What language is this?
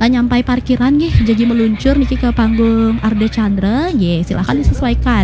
Balinese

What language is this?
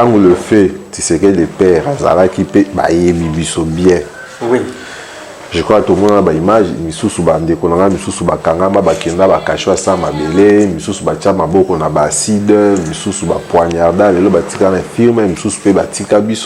Lingala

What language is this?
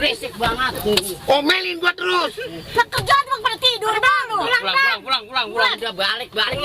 Betawi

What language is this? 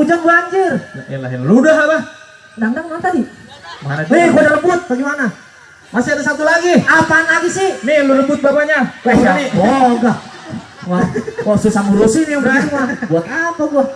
Betawi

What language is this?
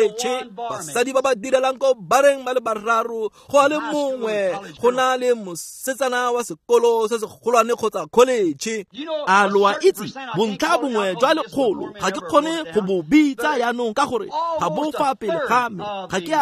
Tswana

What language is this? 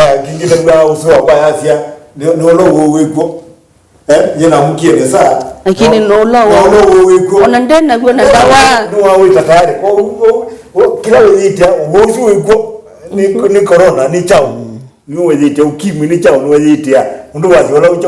Kamba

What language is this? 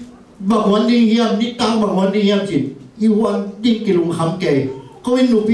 Tedim Chin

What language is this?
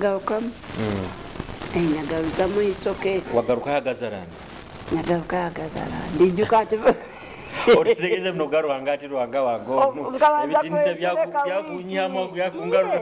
Nyoro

